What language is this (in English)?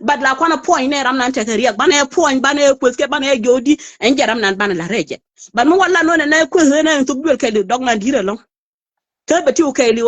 Nuer